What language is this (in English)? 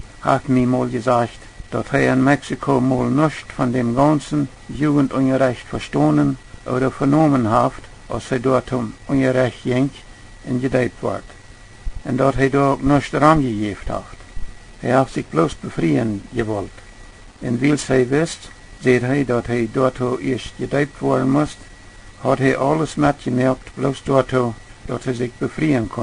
Plautdietsch